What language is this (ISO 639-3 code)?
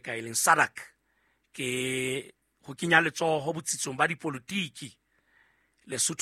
sot